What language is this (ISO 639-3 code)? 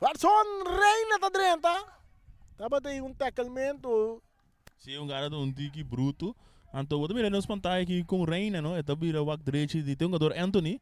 pap